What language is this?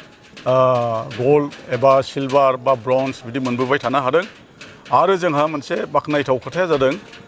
Bodo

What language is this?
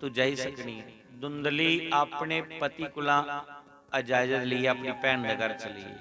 Dogri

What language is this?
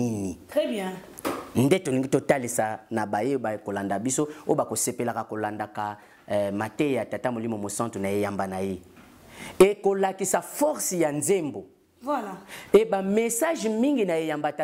Lingala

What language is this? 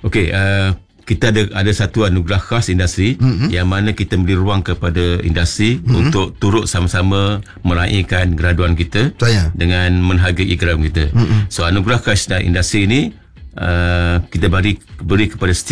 Malay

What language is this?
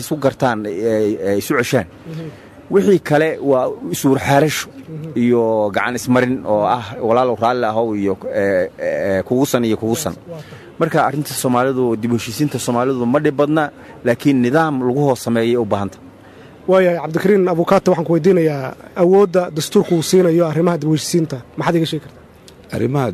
Somali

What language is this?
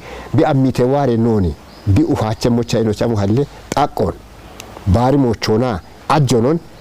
Kafa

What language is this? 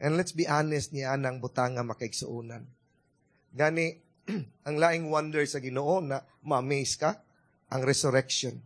Cebuano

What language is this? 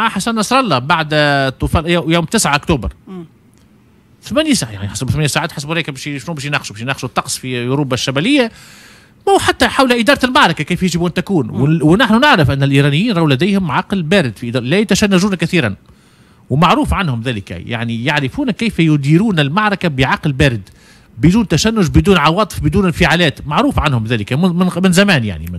Tunisian Arabic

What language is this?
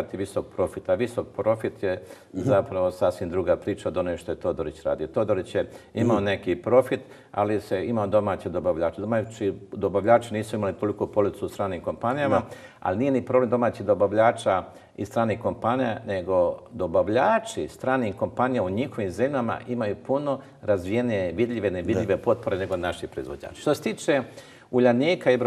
Croatian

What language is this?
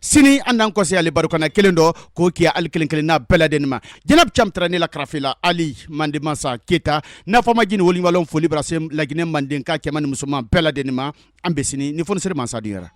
Bambara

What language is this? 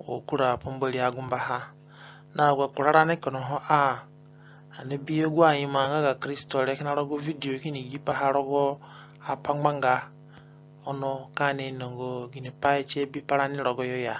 Zande (individual language)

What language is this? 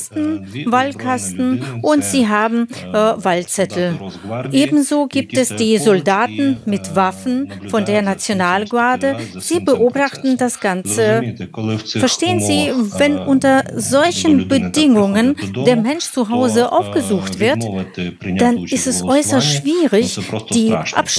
German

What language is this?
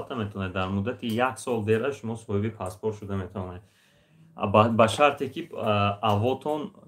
Tajik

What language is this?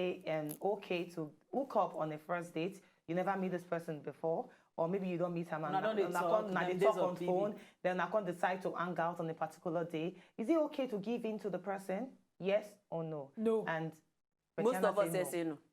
Nigerian Pidgin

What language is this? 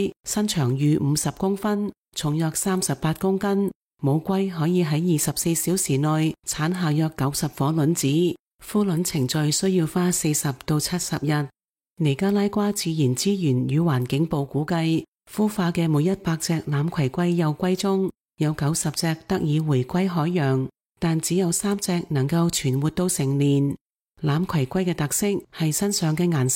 Cantonese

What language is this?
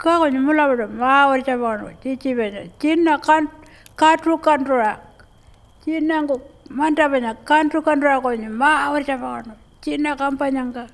Pitjantjatjara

